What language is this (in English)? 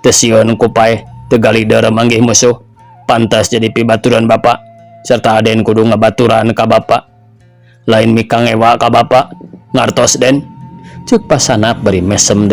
Sundanese